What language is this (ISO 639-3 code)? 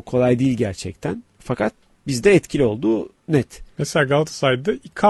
tur